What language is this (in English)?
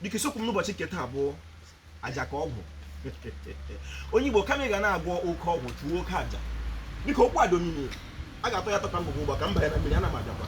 Igbo